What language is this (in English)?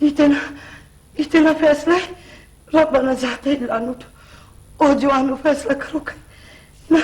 Brahui